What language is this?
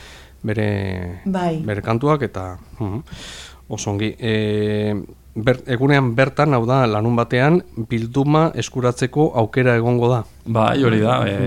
Basque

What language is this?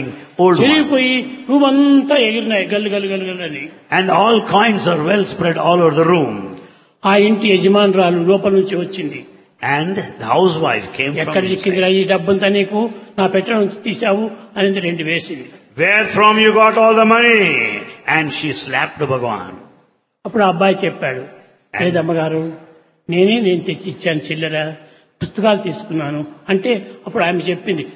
Telugu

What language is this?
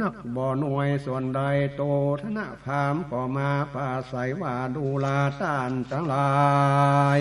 Northern Thai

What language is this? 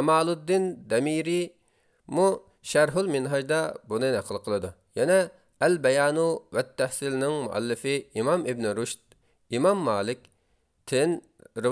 Uyghur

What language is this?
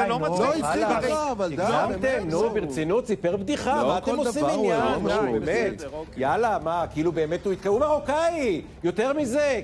Hebrew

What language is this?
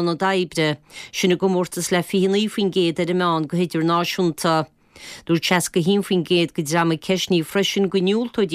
Irish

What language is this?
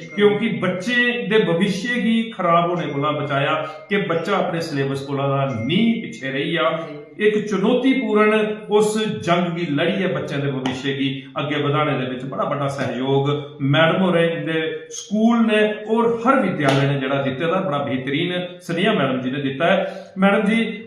Dogri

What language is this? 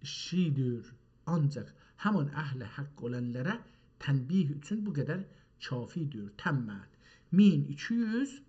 South Azerbaijani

